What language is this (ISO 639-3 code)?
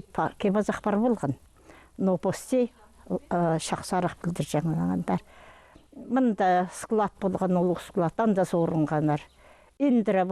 kjh